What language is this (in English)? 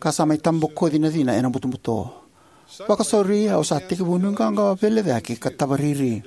Fijian